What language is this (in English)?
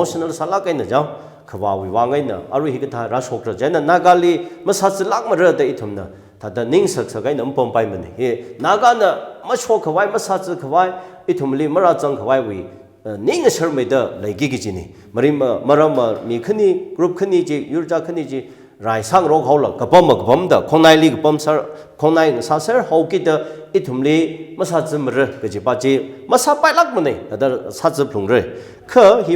Tangkhul Naga (India)